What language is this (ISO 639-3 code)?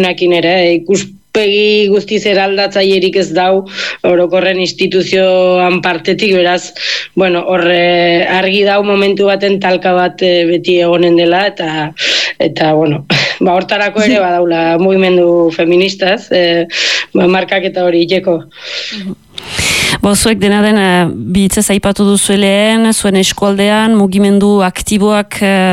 eus